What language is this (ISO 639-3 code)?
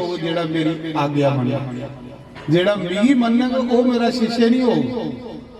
doi